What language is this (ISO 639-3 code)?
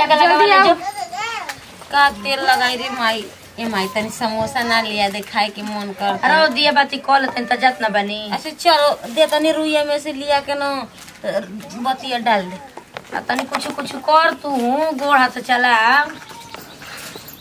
bho